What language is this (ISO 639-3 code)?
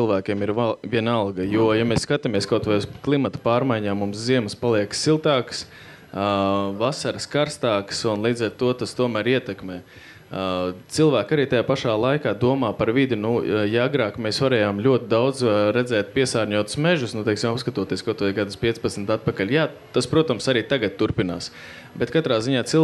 lav